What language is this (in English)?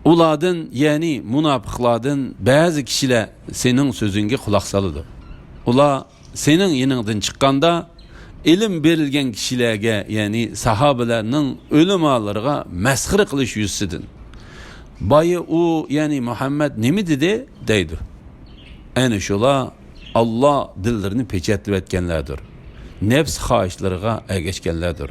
Uyghur